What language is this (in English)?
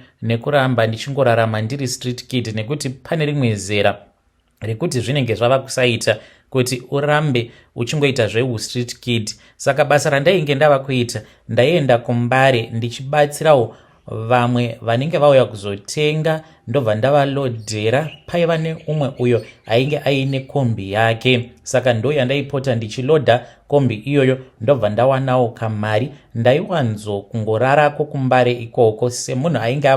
Shona